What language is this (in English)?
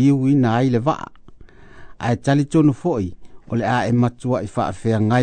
Samoan